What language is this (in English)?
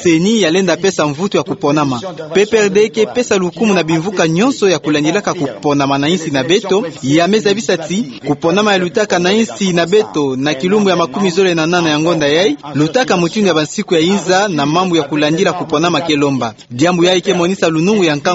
Kituba (Democratic Republic of Congo)